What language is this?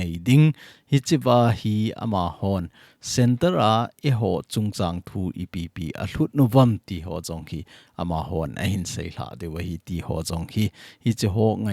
Thado Chin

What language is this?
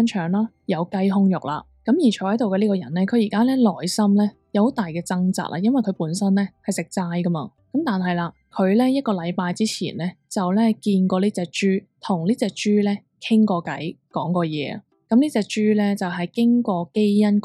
Cantonese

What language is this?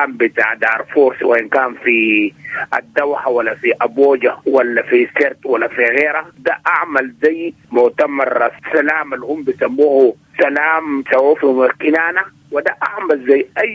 Sudanese Arabic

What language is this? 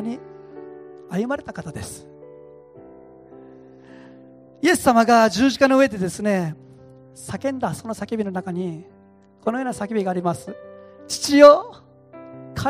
Japanese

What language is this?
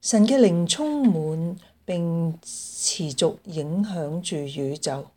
Cantonese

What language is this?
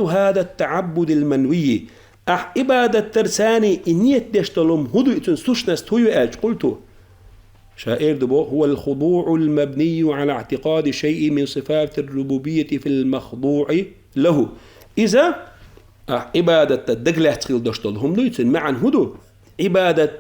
Chechen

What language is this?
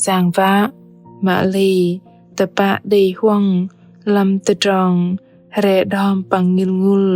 Bahnar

